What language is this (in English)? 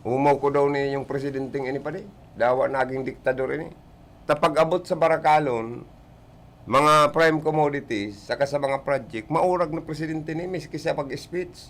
Bikol